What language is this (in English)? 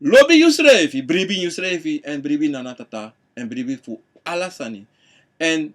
Sranan Tongo